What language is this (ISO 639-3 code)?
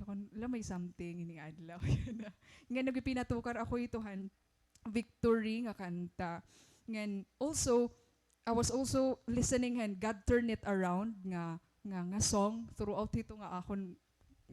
war